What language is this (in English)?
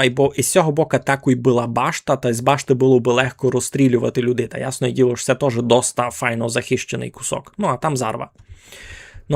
Rusyn